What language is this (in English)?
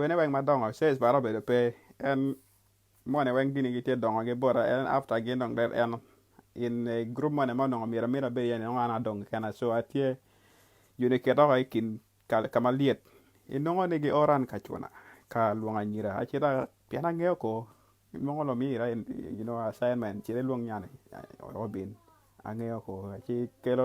Acoli